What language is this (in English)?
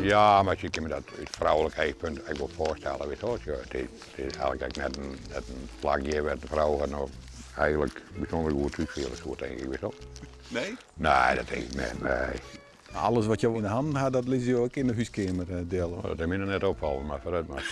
Western Frisian